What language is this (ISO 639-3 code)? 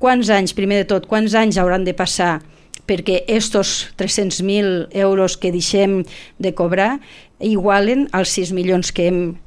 cat